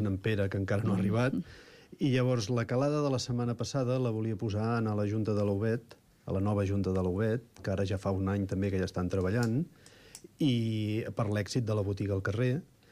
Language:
Catalan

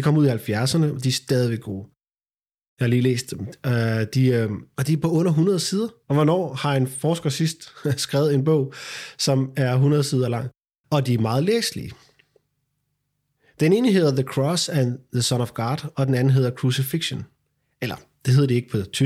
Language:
Danish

